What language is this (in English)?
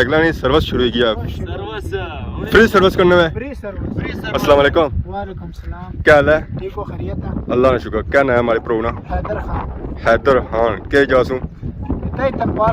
Pahari-Potwari